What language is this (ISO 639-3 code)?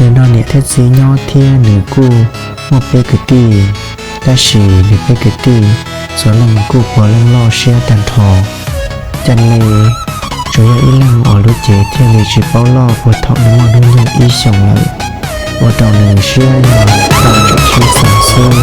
hmn